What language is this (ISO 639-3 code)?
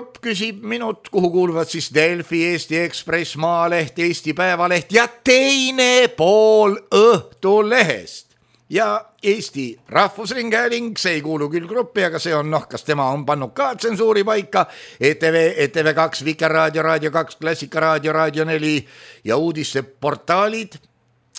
est